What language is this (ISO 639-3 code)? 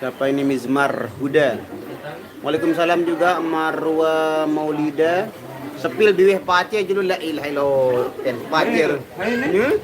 sas